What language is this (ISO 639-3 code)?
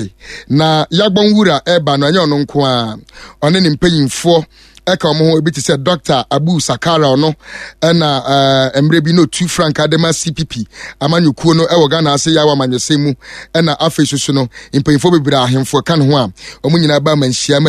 aka